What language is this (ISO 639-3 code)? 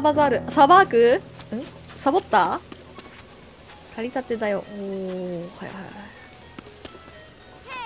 jpn